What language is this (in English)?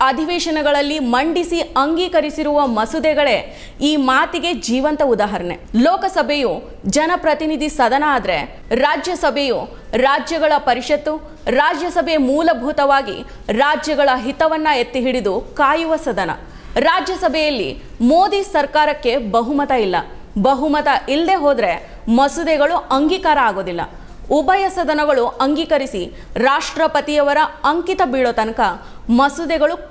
Kannada